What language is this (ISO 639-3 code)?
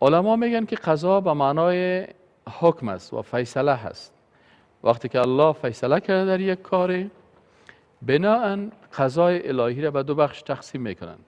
fas